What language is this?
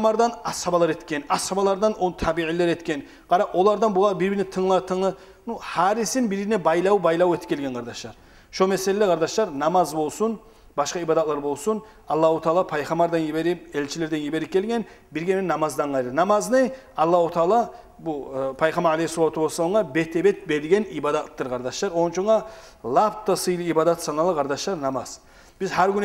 Kumyk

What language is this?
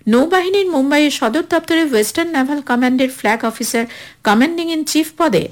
Bangla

